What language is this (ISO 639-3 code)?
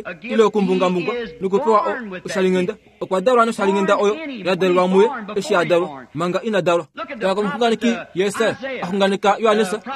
kua